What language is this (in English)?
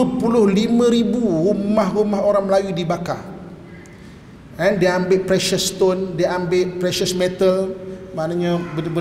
Malay